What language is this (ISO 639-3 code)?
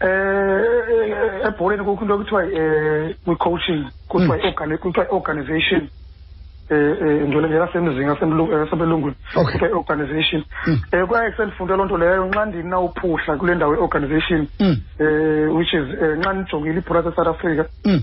xho